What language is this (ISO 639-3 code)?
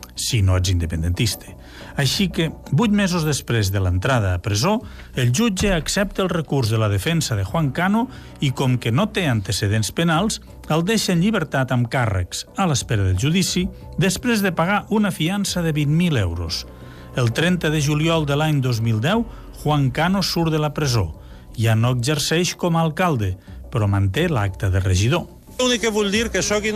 cat